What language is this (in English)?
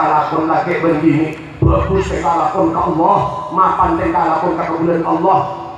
Madurese